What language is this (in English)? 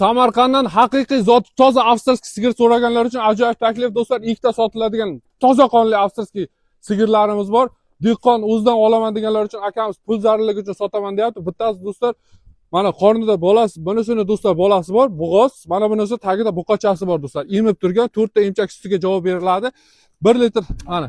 Uzbek